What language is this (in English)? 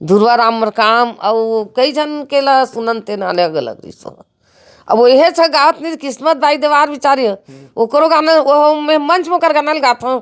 Chhattisgarhi